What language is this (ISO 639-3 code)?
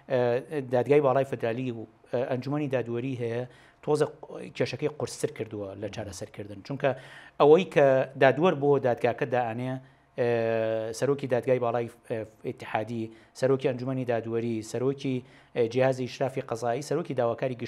ckb